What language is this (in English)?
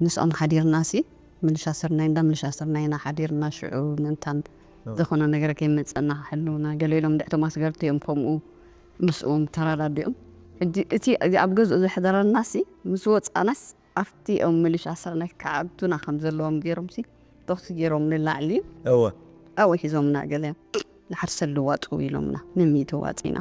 Tigrinya